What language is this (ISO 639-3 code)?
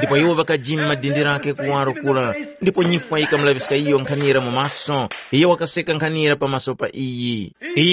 tum